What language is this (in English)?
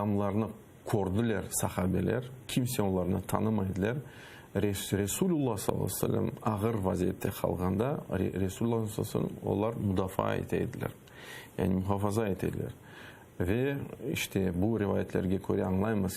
Crimean Tatar